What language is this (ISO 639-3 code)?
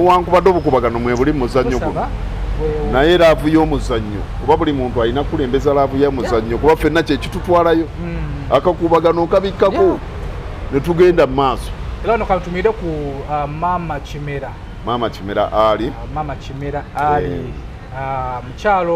lug